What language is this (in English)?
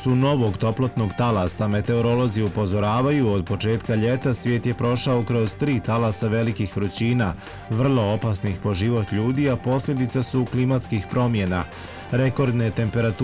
Bosnian